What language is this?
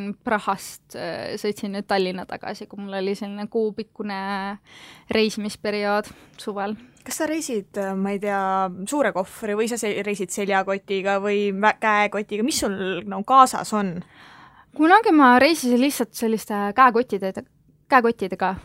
Estonian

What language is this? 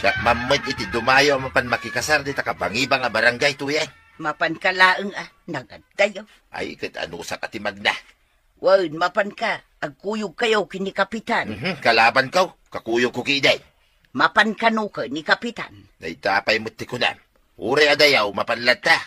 Iloko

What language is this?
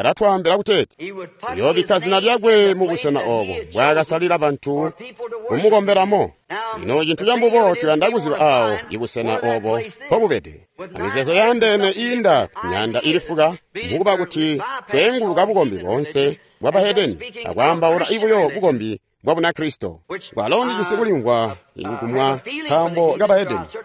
Tonga (Zambia)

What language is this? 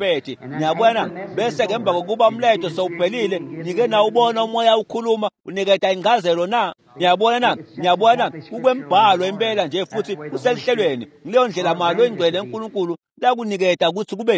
Swati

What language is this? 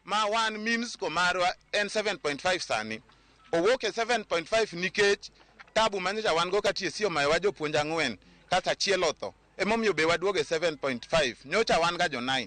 Luo (Kenya and Tanzania)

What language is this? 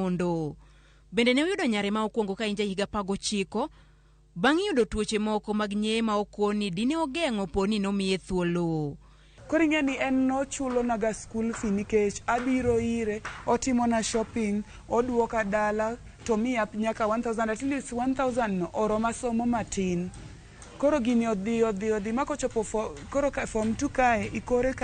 Luo (Kenya and Tanzania)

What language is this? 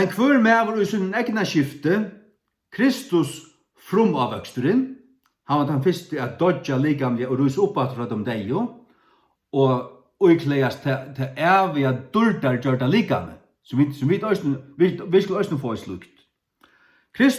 Faroese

